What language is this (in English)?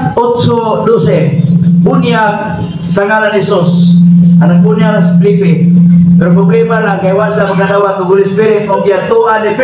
Cebuano